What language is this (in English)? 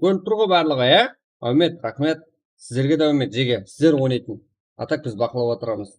Kara-Kalpak